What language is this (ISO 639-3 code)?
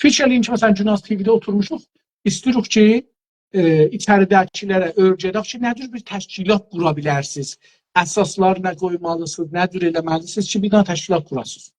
azb